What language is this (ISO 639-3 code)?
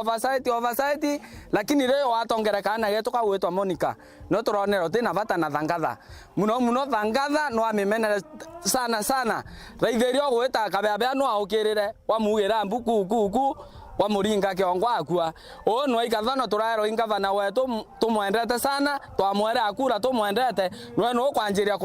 mer